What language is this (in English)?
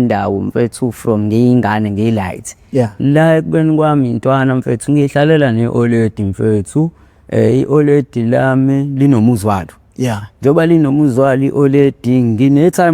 Zulu